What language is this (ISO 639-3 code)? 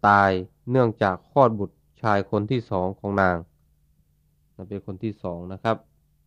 tha